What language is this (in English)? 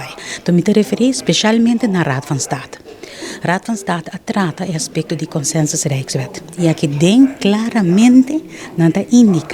Papiamento